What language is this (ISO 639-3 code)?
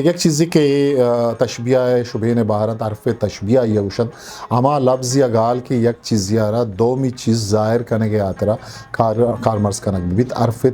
bgp